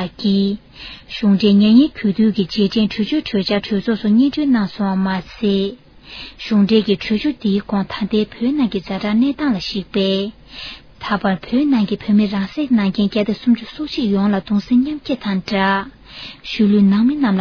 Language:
Tibetan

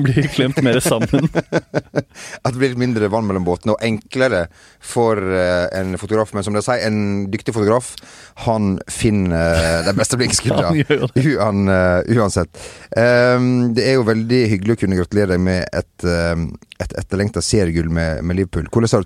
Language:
Norwegian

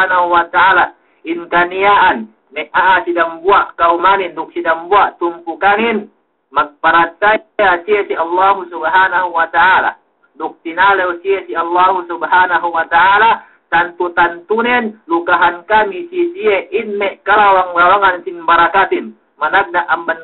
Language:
Yakan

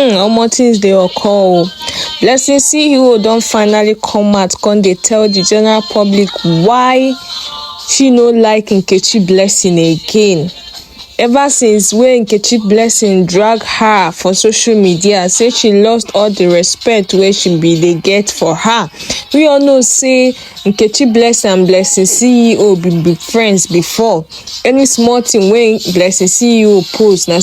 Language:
Nigerian Pidgin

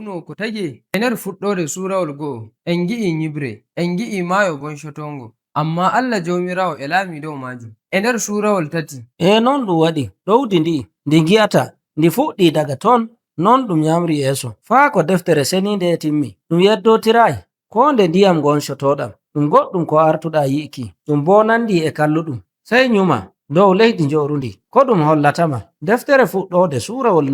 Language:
Nigerian Fulfulde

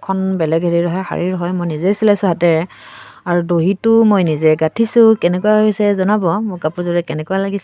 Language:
Assamese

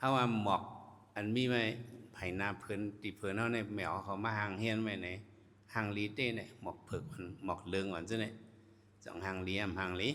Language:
Shan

